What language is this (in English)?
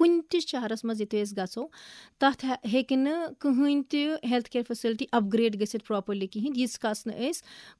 Kashmiri